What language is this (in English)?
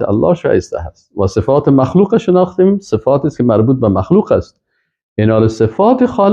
Persian